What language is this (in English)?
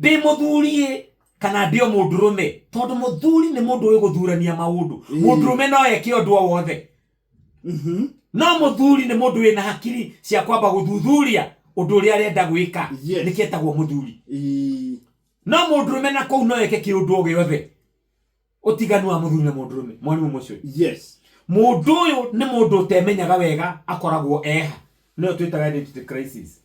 Kikuyu